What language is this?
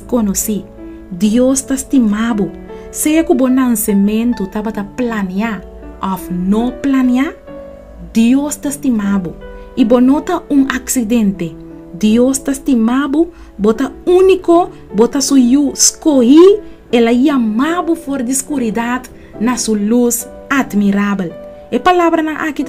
Papiamento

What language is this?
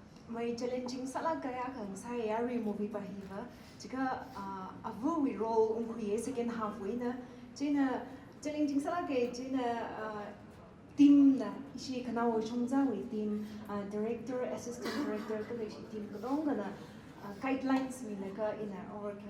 Tangkhul Naga (India)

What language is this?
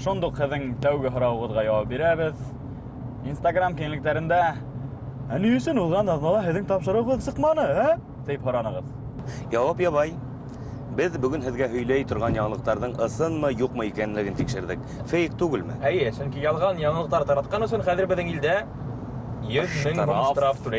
Bashkir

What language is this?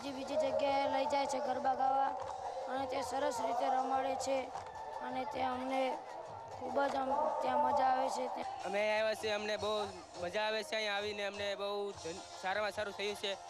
Gujarati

